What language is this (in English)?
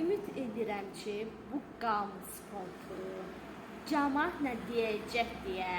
Azerbaijani